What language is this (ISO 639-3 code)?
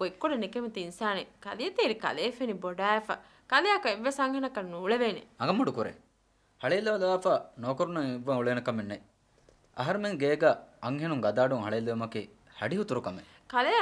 div